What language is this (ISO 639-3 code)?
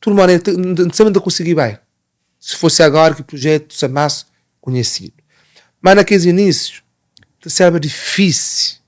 kea